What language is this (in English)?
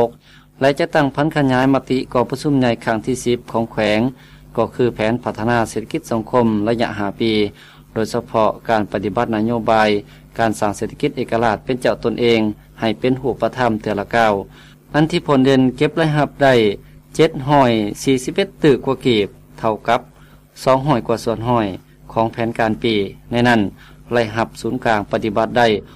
Lao